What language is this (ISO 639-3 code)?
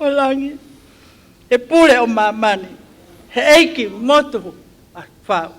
ton